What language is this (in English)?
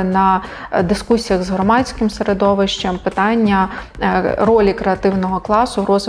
Ukrainian